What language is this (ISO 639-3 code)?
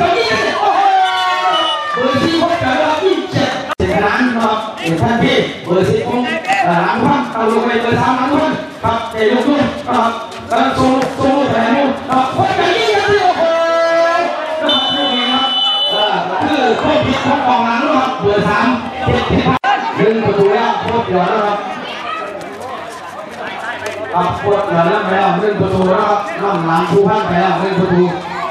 tha